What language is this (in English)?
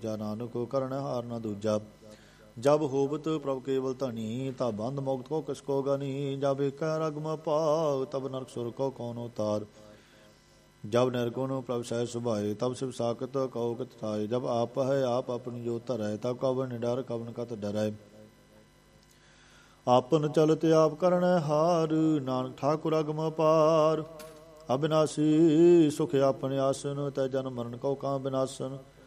Punjabi